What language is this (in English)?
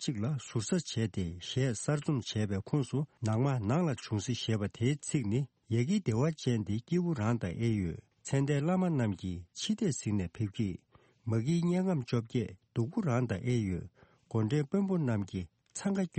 Tibetan